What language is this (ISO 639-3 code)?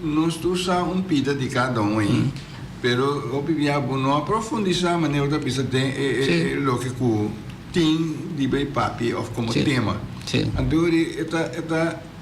pap